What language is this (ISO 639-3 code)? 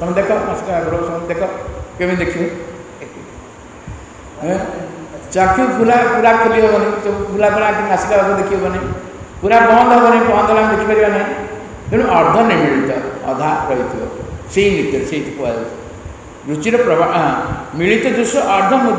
ori